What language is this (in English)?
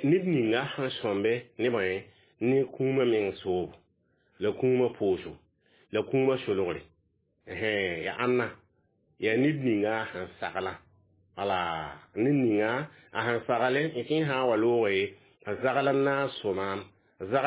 Mossi